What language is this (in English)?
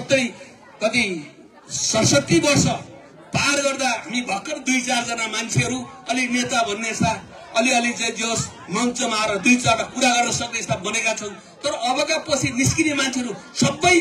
Nepali